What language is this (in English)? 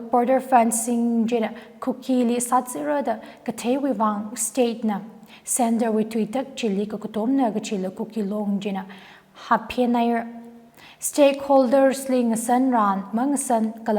Tangkhul Naga (India)